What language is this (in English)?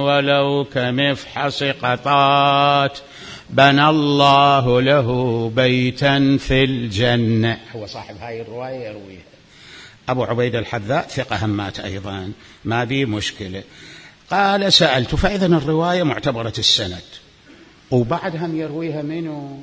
Mesopotamian Arabic